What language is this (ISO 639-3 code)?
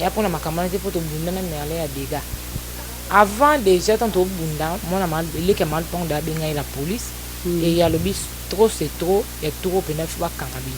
lin